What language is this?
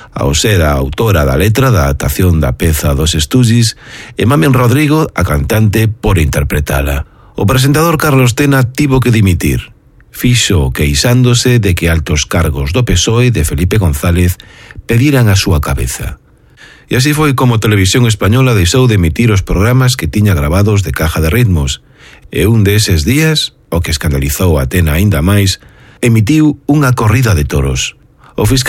Galician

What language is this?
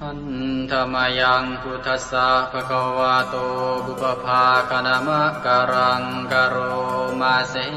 Pali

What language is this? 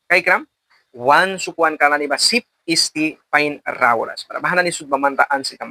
Mískito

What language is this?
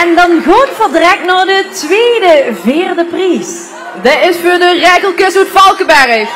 Limburgish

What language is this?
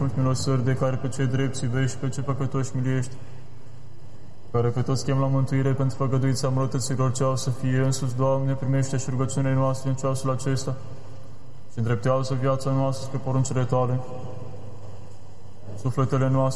Romanian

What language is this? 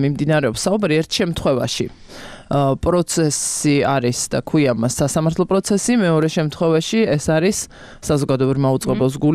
Georgian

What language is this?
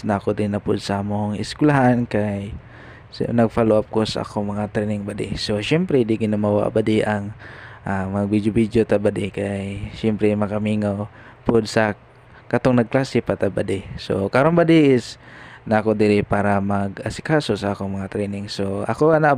Cebuano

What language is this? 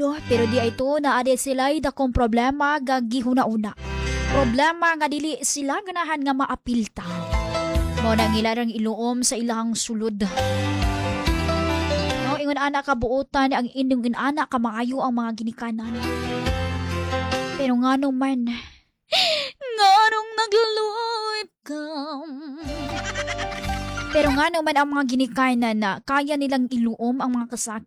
Cebuano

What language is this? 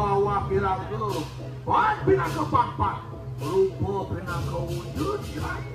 Balinese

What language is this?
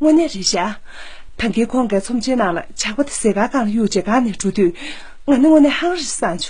Tibetan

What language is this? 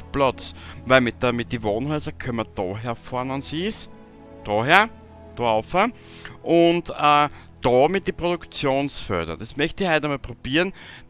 Bavarian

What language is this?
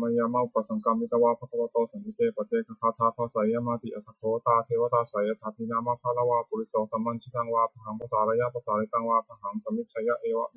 Pali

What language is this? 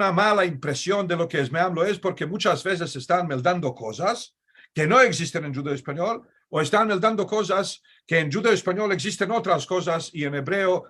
Ladino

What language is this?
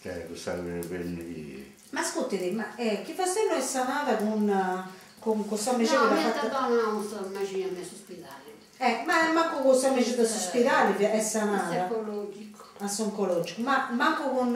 Sardinian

